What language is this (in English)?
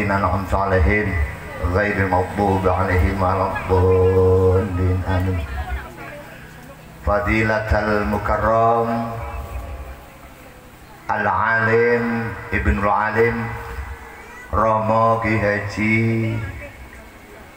Javanese